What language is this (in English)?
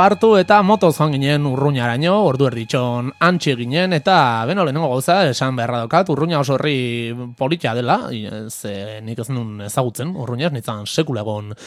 Basque